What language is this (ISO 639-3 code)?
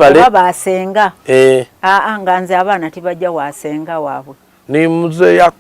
xog